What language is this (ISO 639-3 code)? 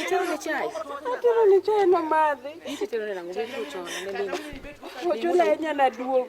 luo